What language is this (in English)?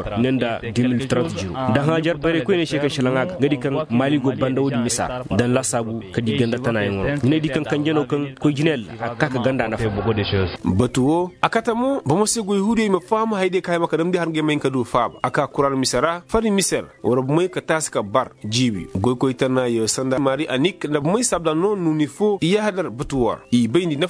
Koyraboro Senni